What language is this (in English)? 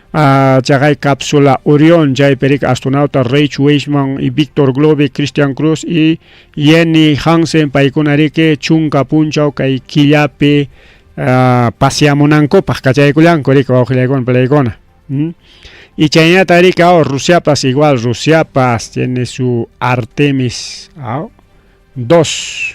Ayacucho Quechua